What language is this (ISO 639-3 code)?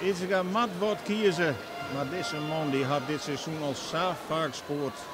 fry